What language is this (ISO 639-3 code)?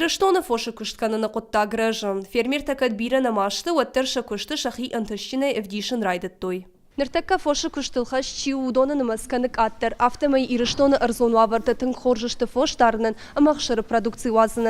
oss